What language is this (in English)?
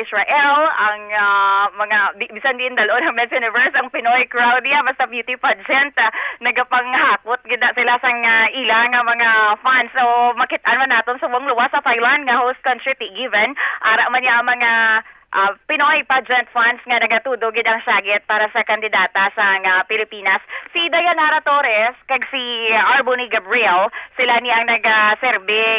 Hiligaynon